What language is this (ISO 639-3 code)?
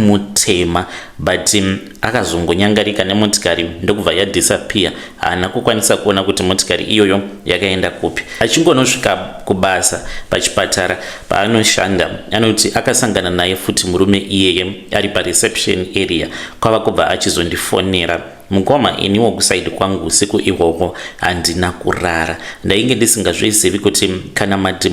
sna